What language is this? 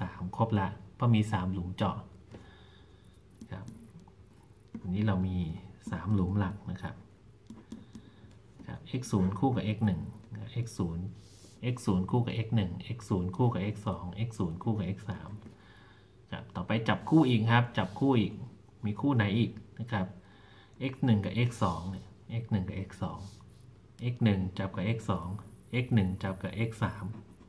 Thai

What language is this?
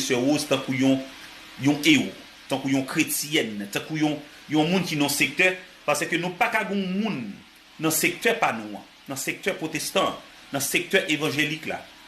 Haitian Creole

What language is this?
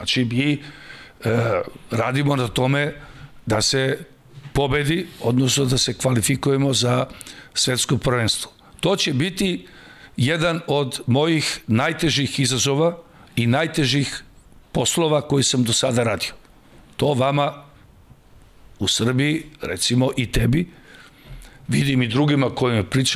Serbian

